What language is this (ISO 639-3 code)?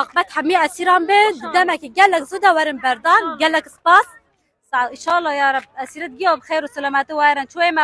kur